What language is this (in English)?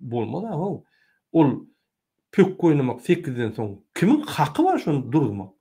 Turkmen